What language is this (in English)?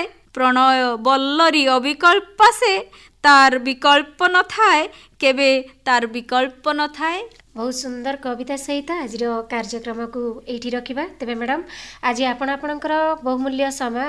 Odia